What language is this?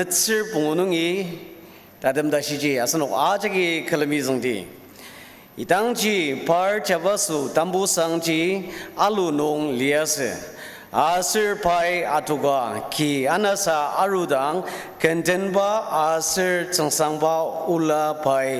Ao Naga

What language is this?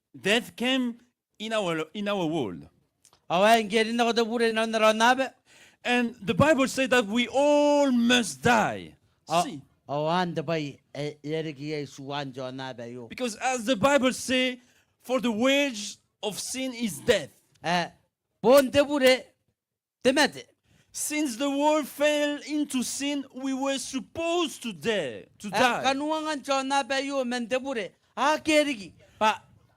Gilbertese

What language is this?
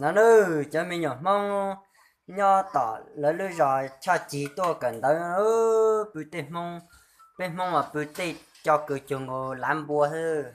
Hmong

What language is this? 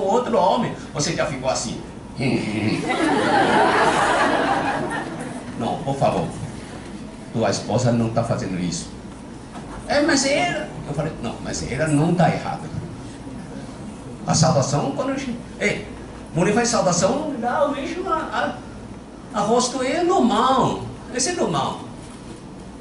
Portuguese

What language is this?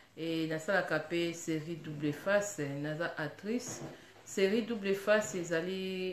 Lingala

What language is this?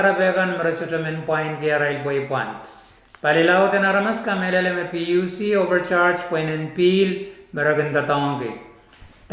Pohnpeian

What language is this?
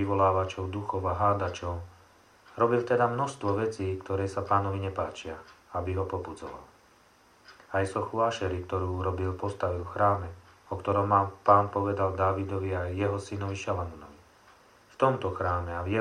Slovak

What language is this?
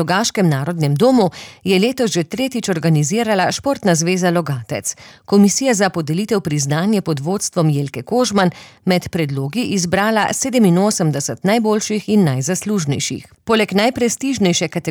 Slovenian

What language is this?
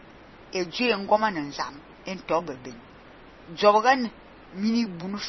Fang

